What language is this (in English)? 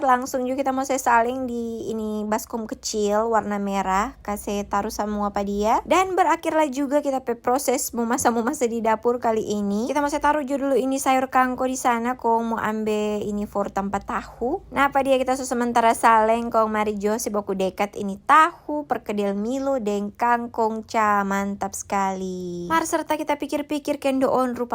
Manado Malay